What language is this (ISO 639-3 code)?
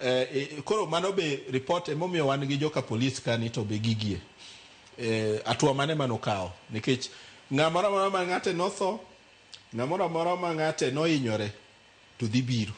luo